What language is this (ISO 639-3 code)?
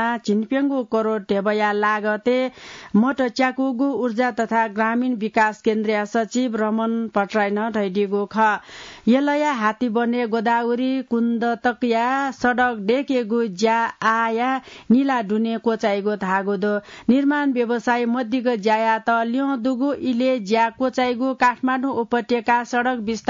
new